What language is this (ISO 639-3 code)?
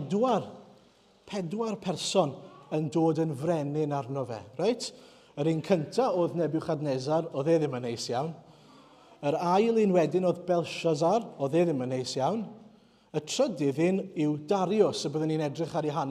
cym